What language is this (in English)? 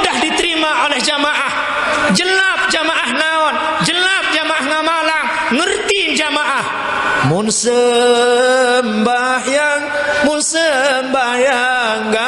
Sasak